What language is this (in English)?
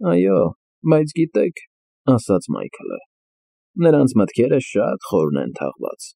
Armenian